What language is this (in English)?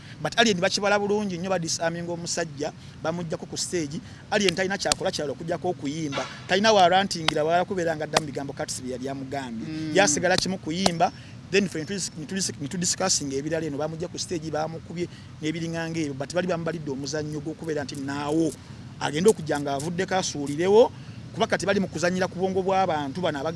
Ganda